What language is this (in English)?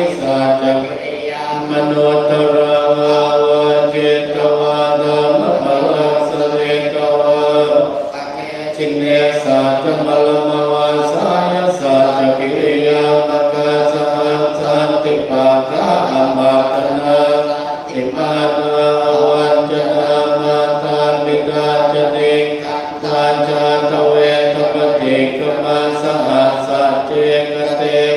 Pali